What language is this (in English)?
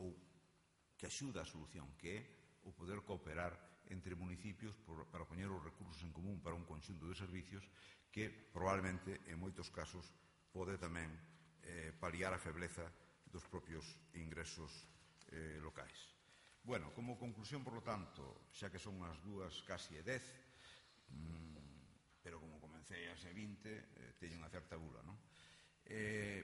Galician